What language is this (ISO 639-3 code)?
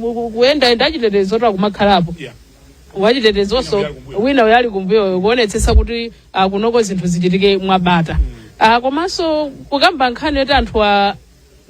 nya